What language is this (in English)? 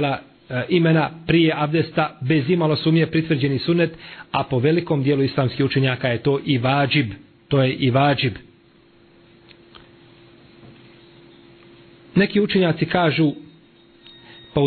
Bosnian